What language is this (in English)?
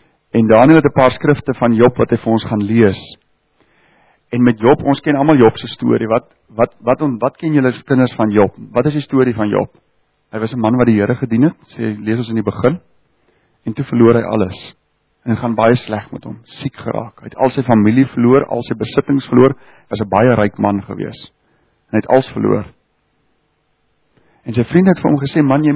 Afrikaans